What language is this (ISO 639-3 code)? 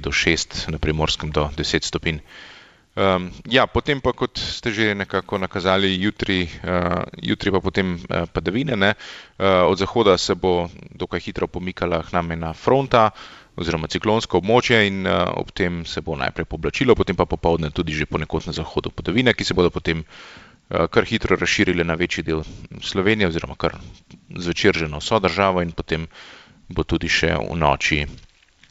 slv